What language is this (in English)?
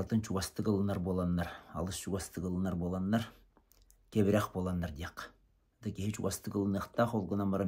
Yakut